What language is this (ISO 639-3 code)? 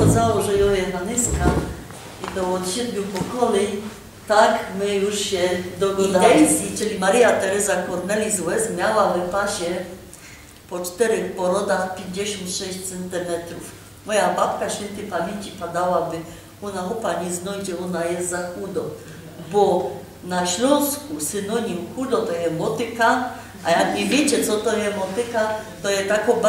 szl